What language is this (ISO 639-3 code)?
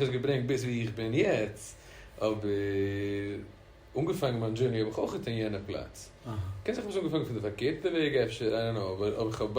yid